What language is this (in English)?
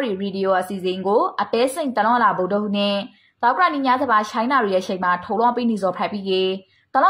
Burmese